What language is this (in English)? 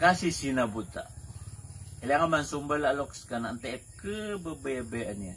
Maranao